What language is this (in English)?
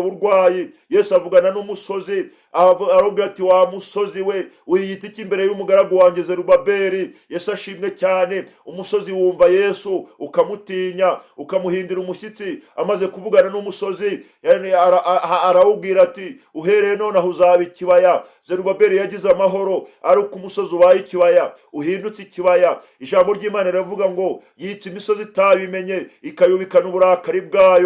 Kinyarwanda